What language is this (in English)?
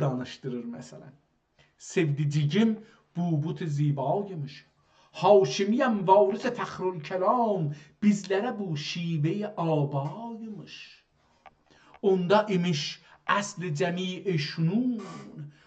South Azerbaijani